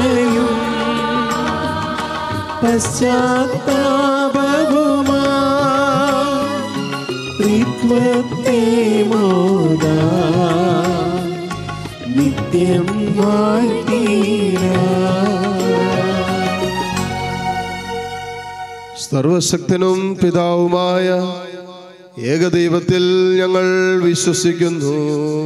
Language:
Malayalam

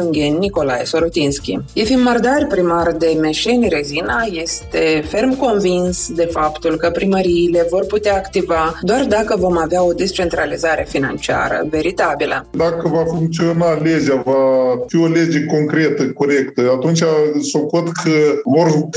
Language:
Romanian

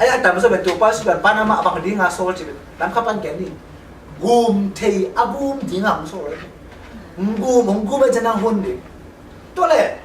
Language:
Tedim Chin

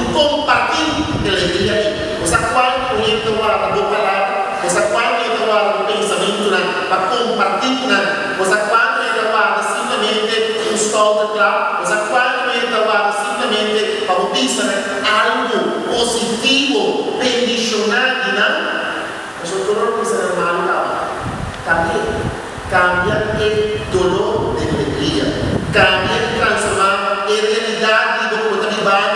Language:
Papiamento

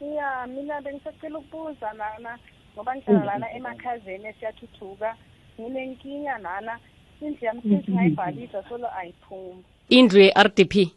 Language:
South Ndebele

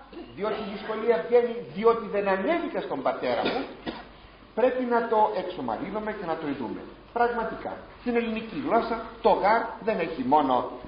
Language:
Greek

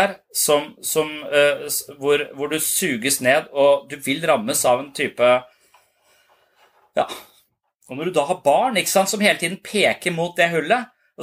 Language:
Norwegian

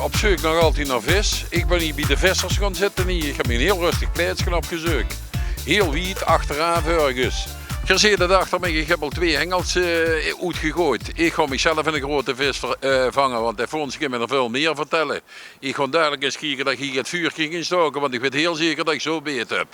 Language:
Limburgish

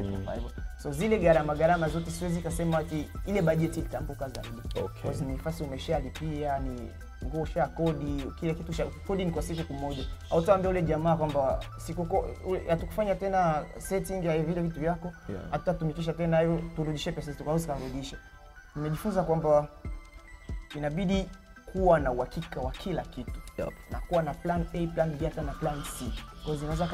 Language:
Swahili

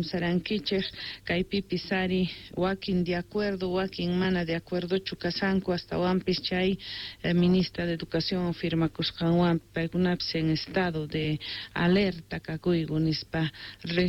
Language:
Quechua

